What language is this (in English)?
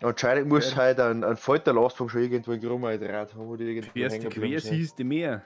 Bavarian